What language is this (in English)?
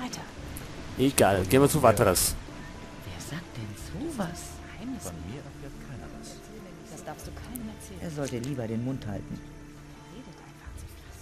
Bavarian